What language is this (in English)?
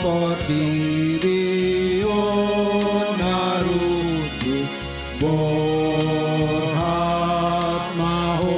Batak Toba